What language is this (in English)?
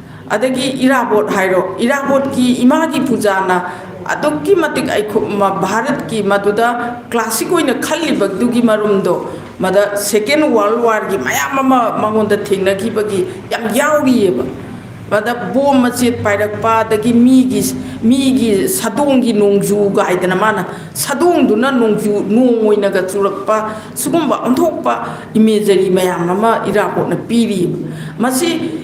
Manipuri